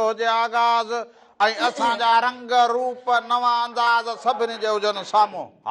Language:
Sindhi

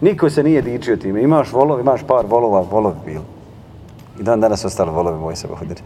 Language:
Bosnian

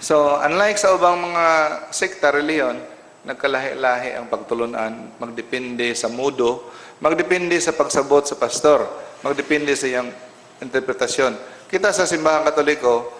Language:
Cebuano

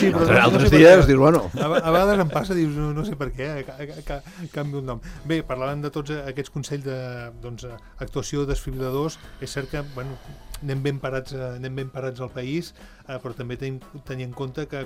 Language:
Catalan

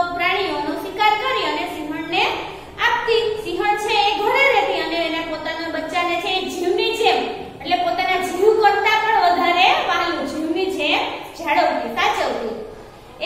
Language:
Gujarati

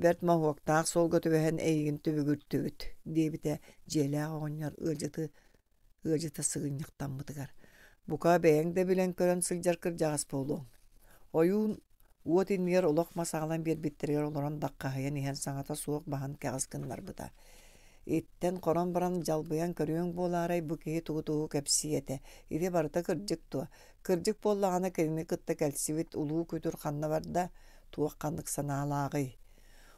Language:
Yakut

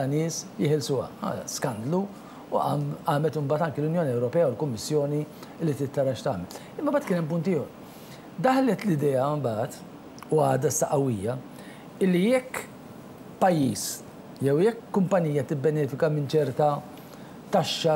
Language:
Maltese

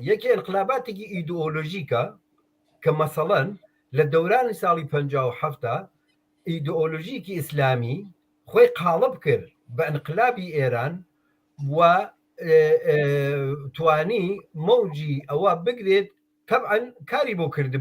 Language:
Central Kurdish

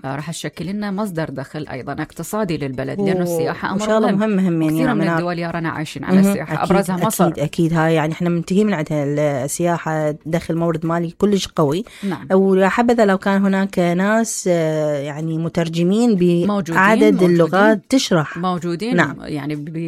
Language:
Mesopotamian Arabic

